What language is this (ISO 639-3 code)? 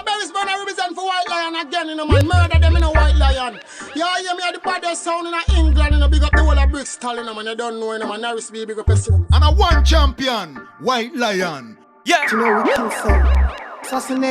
jam